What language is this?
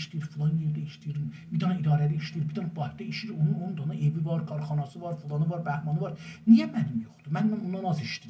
South Azerbaijani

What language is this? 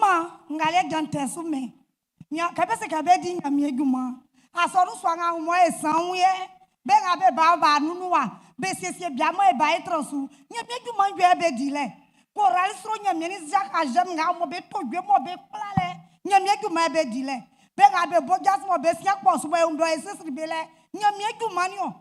Baoulé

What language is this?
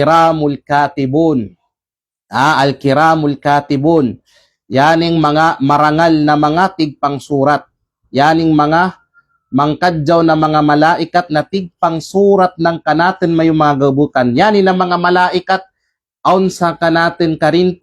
Kalagan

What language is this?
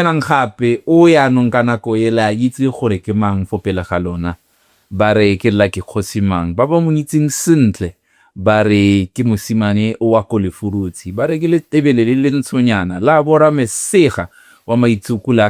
Tswana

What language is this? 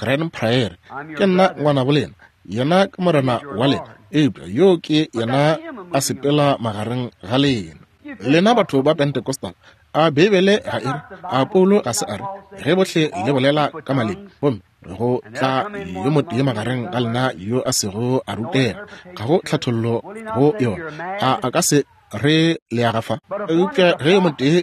Northern Sotho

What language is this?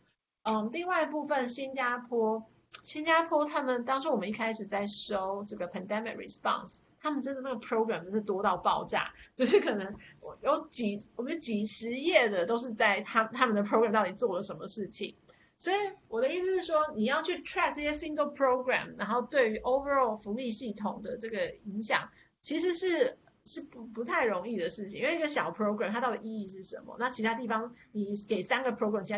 Chinese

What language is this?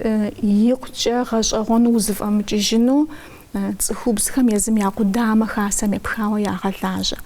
Kabardian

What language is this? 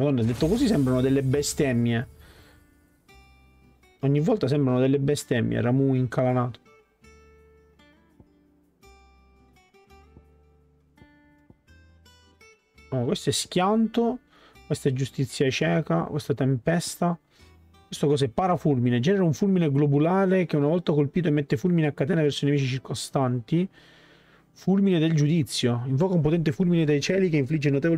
Italian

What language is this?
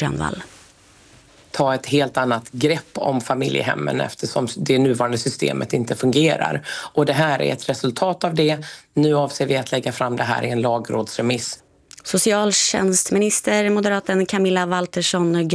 Swedish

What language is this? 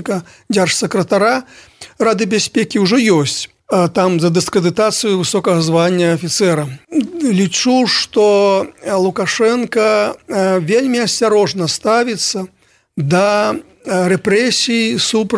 Belarusian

